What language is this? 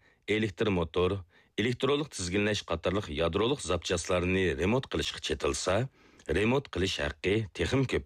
Uyghur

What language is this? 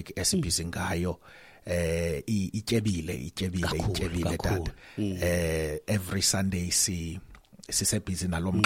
Xhosa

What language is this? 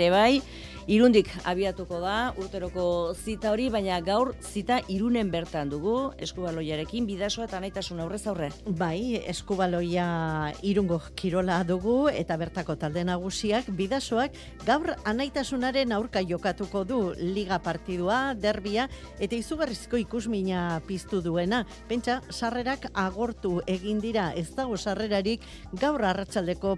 Basque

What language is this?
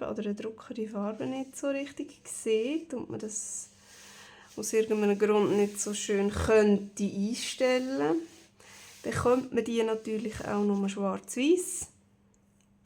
Swiss German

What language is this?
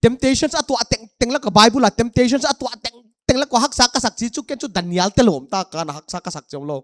Paite Chin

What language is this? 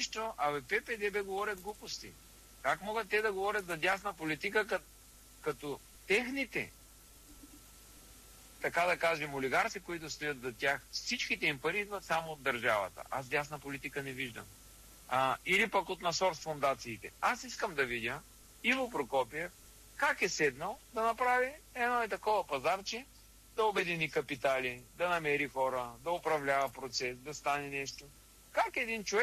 Bulgarian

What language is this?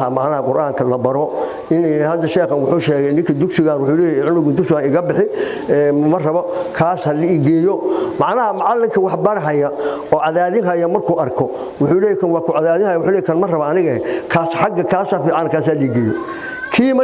Somali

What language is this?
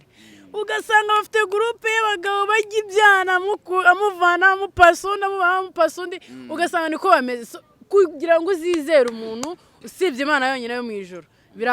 Kinyarwanda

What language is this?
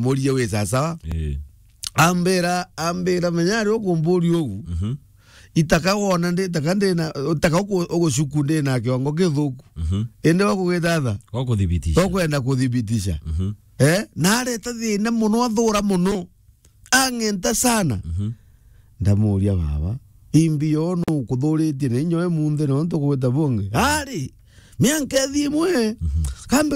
Meru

